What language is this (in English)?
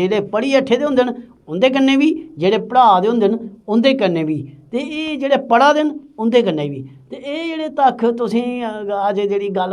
Dogri